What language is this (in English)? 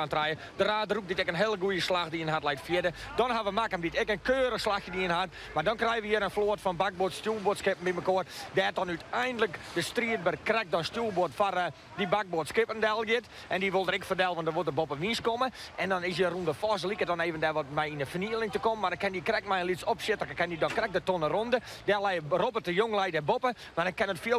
Western Frisian